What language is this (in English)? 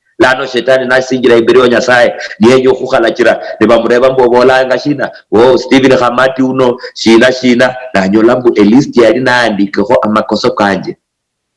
Luyia